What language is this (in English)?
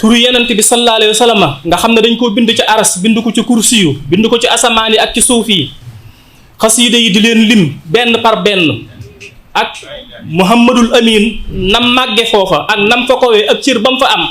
Wolof